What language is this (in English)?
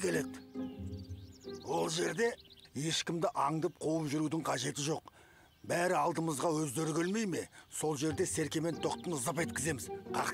Kazakh